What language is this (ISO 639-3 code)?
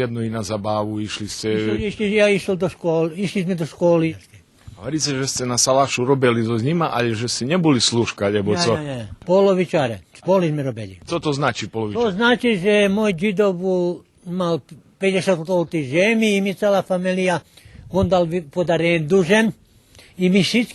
rue